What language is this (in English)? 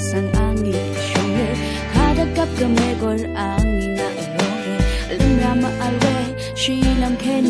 Rawang